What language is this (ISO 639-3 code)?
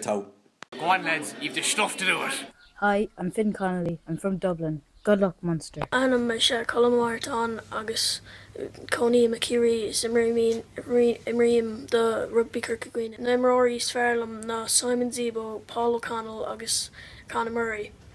gle